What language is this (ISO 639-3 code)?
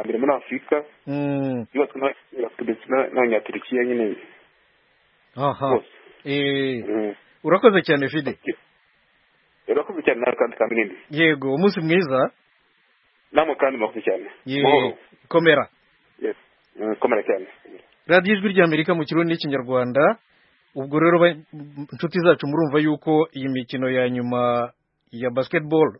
kin